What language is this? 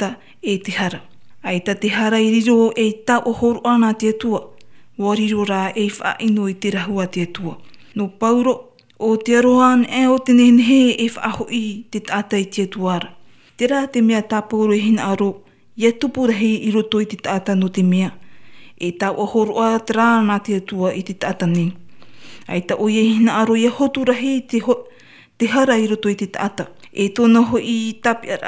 Tahitian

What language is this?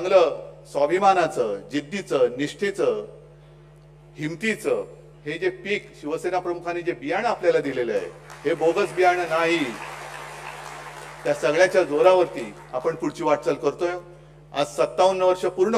Marathi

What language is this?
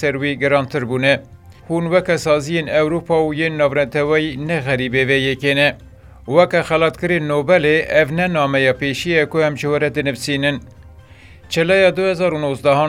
Kurdish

